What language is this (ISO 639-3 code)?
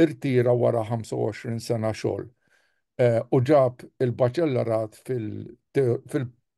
mlt